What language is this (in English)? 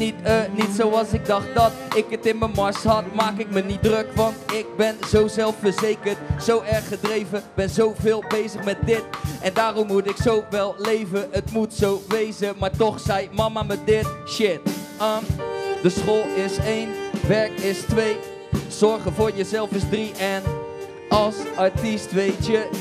Dutch